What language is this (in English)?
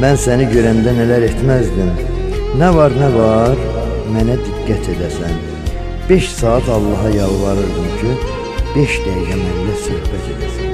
South Azerbaijani